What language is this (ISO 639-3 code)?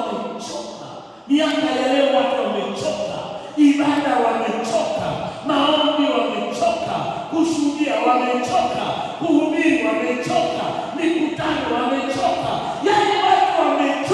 swa